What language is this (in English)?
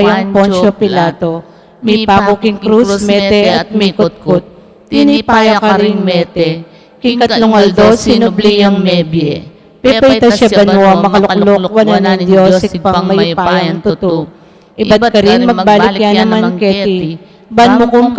Pampanga